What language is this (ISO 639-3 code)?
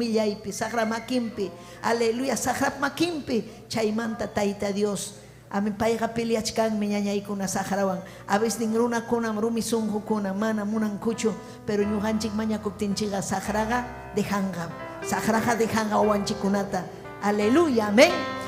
quy